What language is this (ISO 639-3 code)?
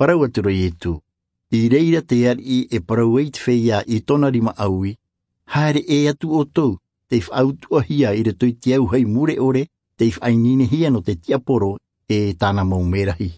tah